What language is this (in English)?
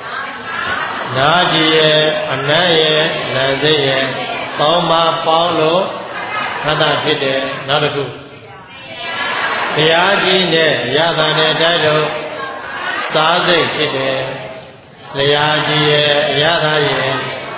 Burmese